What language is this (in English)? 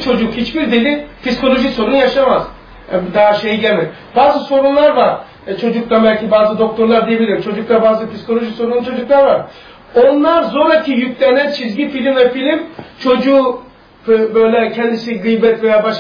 Turkish